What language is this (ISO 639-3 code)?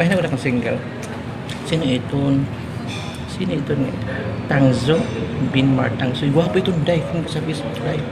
war